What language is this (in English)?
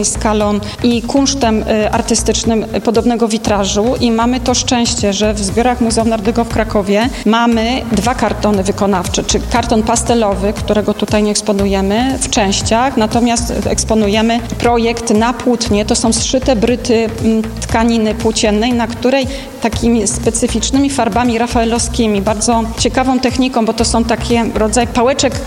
Polish